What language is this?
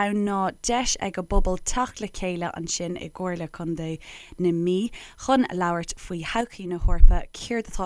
Irish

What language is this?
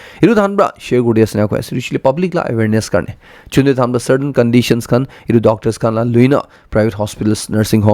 Naga Pidgin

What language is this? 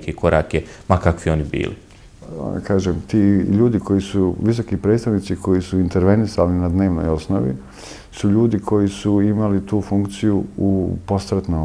Bosnian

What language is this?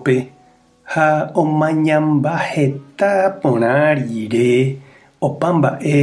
Guarani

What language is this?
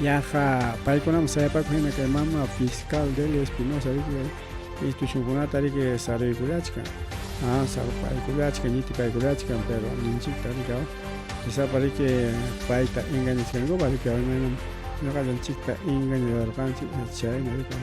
Ayacucho Quechua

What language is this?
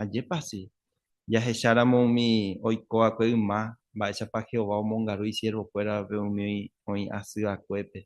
Guarani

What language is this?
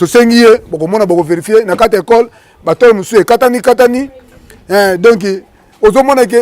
Lingala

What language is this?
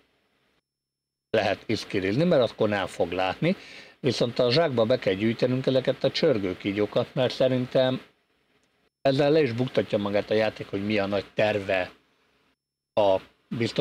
Hungarian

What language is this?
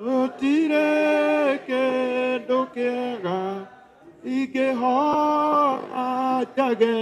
Kikuyu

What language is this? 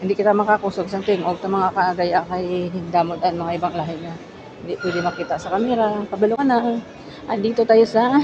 Hiligaynon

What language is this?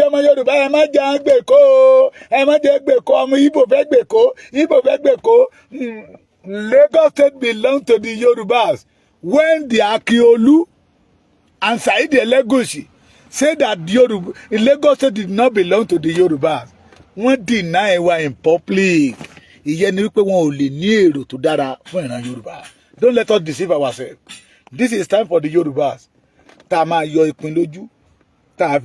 Yoruba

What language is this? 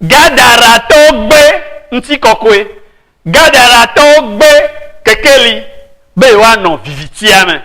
Ewe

